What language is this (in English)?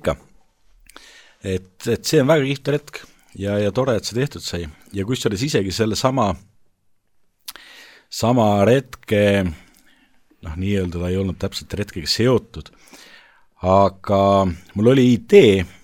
Estonian